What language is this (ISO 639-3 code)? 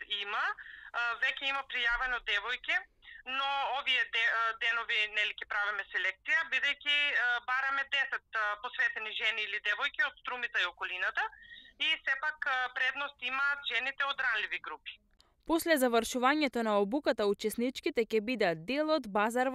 mkd